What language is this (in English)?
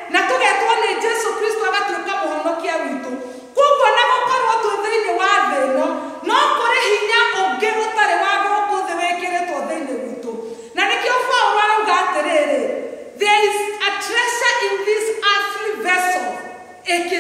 Kikuyu